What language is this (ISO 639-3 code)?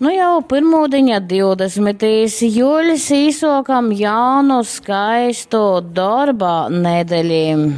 ltg